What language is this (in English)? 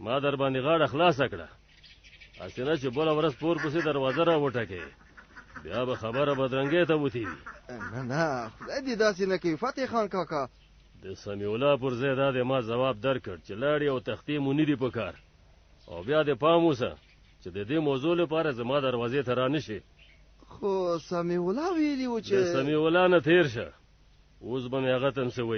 Pashto